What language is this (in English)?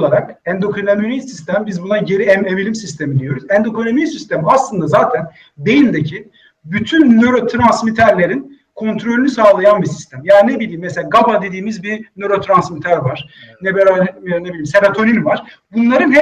Turkish